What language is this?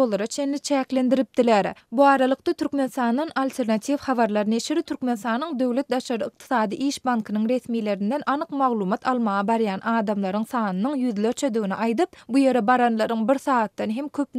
Turkmen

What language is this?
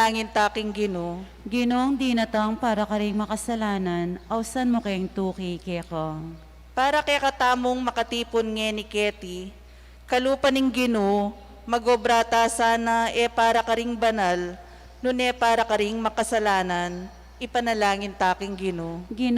Pampanga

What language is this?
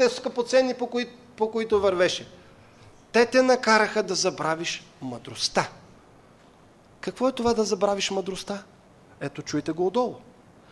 Bulgarian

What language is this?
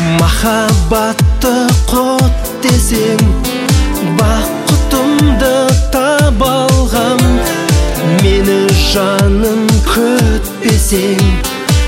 Kazakh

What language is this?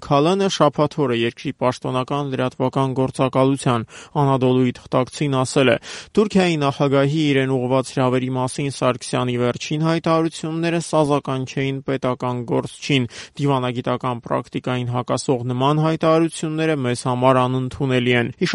Armenian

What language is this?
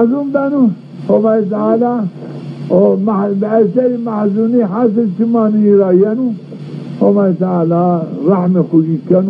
Zaza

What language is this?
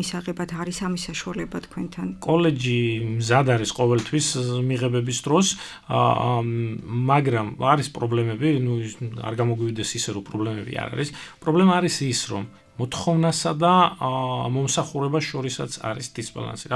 Georgian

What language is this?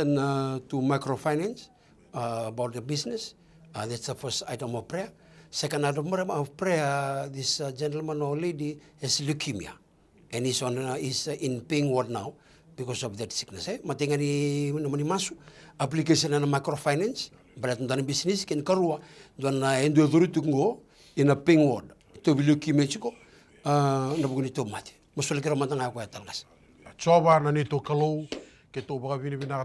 Fijian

